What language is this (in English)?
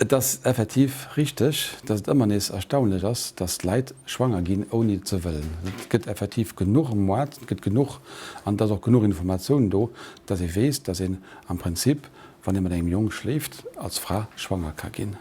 Luxembourgish